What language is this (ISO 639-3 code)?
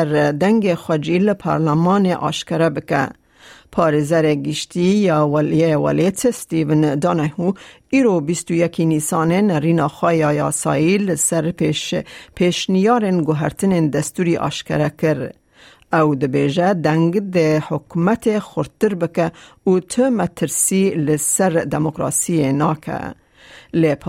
kur